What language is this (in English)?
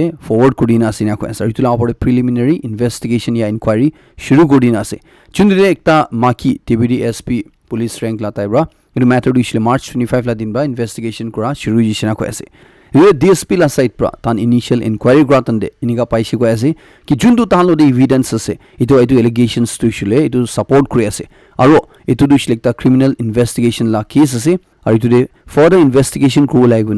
Naga Pidgin